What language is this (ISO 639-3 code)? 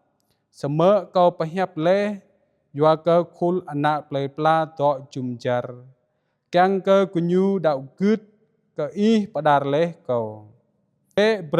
jra